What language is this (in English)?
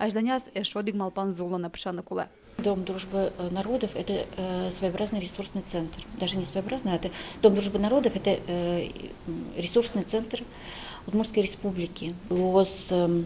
Udmurt